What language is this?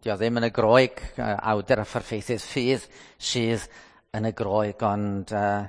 Welsh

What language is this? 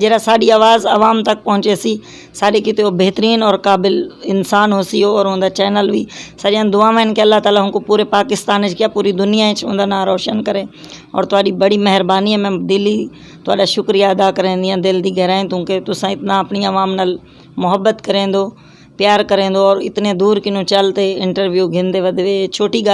Saraiki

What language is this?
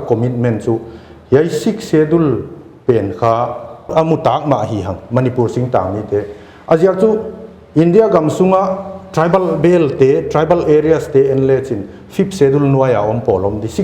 Paite Chin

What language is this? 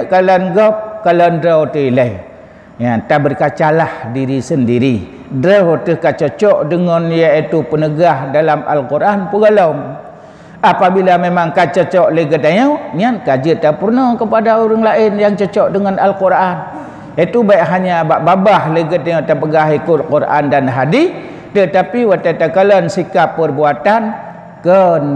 Achinese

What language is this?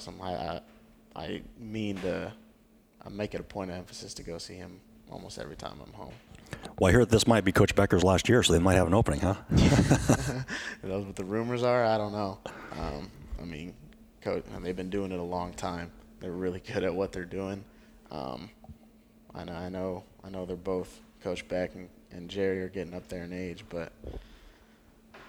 English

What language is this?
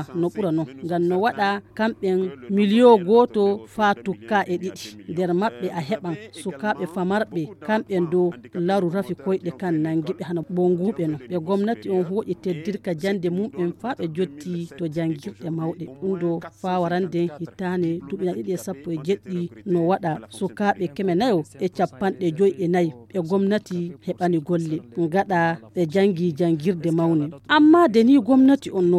Fula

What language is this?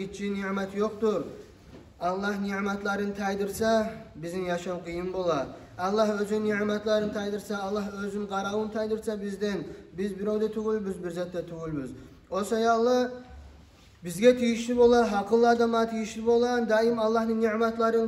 Kumyk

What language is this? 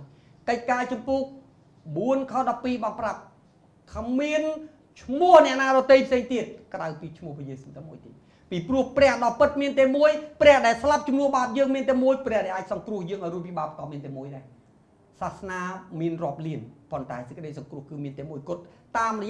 Khmer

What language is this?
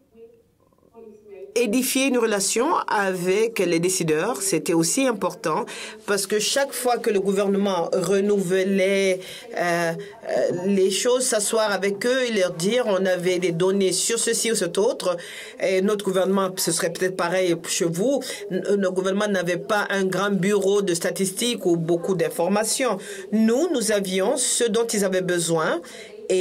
French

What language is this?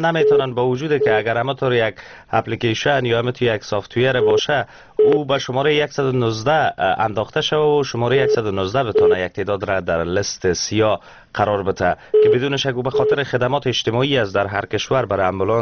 Persian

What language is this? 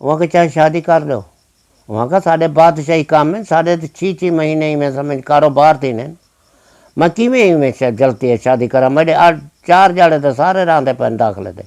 Saraiki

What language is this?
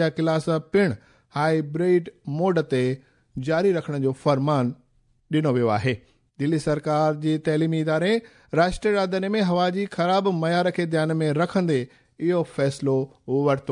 Sindhi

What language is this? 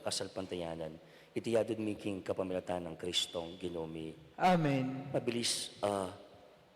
Pampanga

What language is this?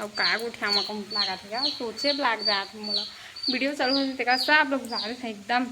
Chhattisgarhi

